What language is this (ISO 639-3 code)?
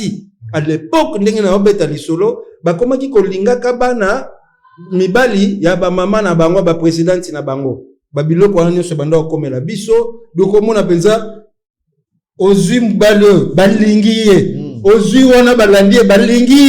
lin